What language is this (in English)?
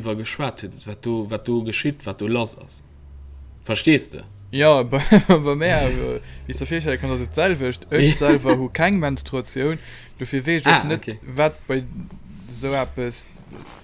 Luxembourgish